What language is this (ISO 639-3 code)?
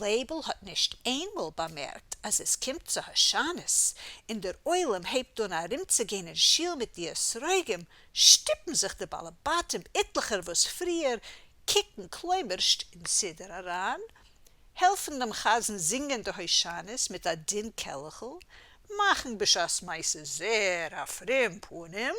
yid